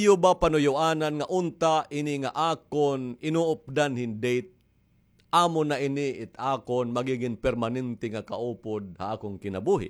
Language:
Waray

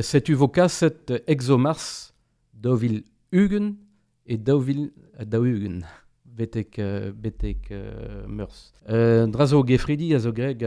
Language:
Breton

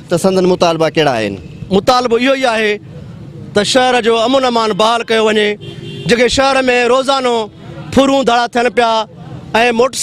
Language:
Sindhi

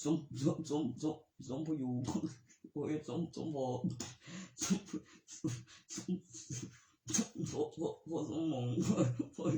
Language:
Northeastern Thai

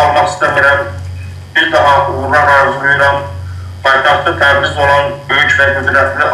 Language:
South Azerbaijani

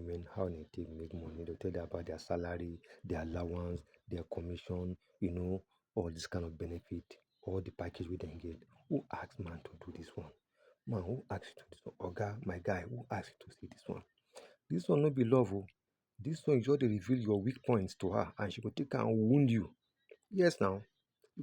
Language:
Nigerian Pidgin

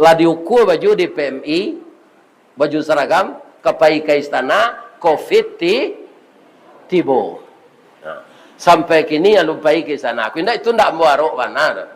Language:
Minangkabau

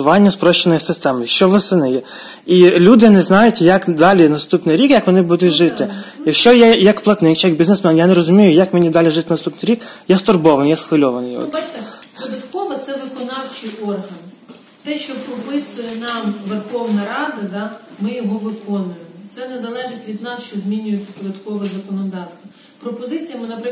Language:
Ukrainian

